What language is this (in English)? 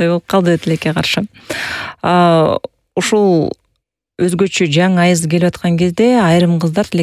Kyrgyz